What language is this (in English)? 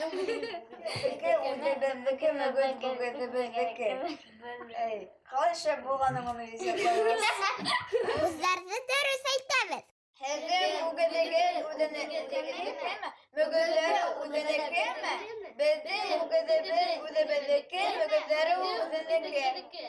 Bashkir